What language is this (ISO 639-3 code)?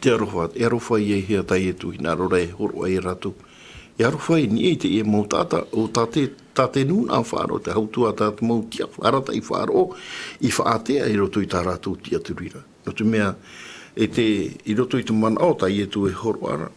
tah